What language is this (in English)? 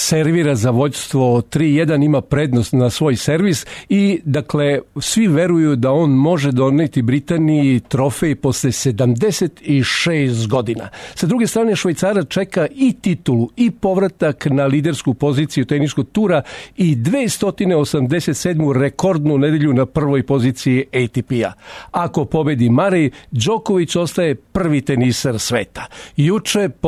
Serbian